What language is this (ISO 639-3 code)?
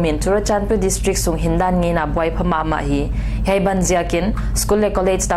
pck